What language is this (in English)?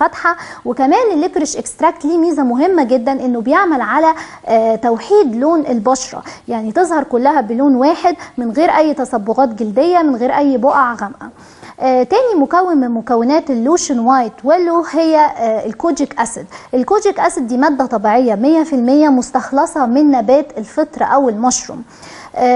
Egyptian Arabic